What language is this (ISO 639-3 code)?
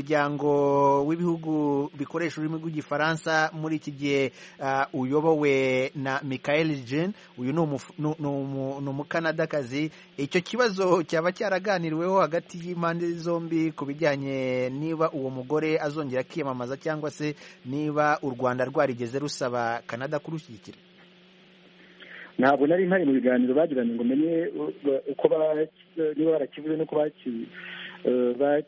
kin